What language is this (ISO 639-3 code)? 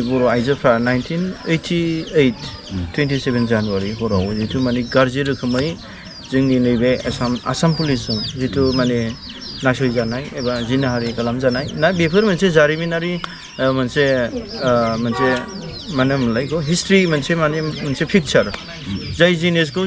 brx